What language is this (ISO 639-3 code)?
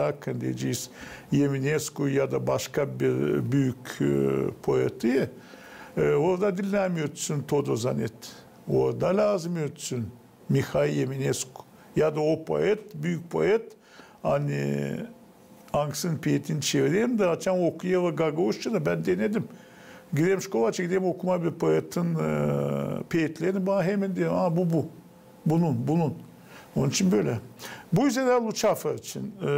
gag